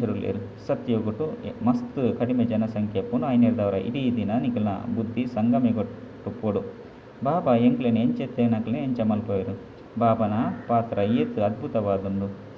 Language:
Tulu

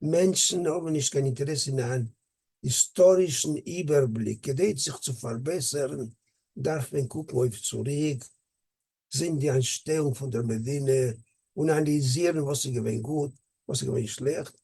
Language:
Yiddish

